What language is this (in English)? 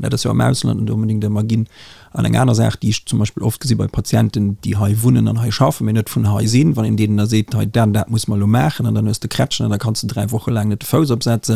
Luxembourgish